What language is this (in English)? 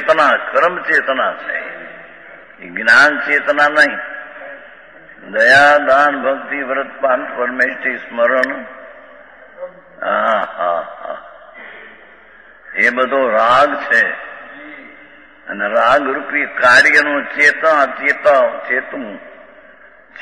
Gujarati